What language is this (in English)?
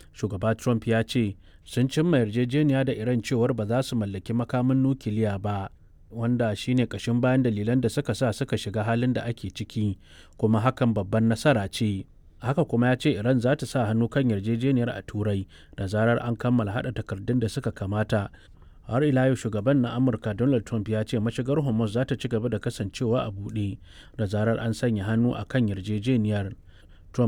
Hausa